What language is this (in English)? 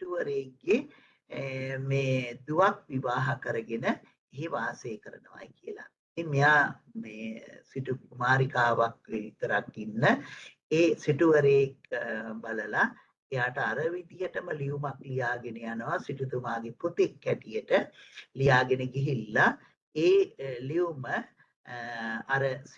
Sinhala